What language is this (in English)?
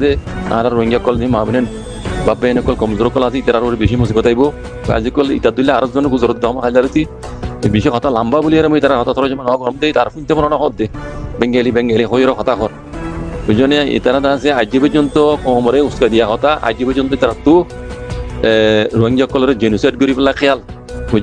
Rohingya